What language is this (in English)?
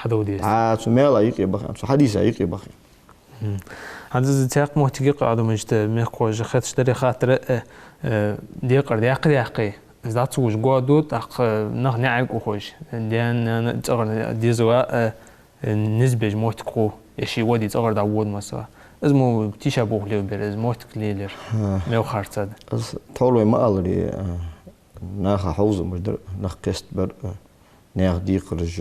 Ingush